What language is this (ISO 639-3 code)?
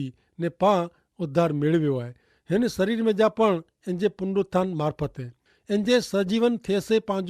kfr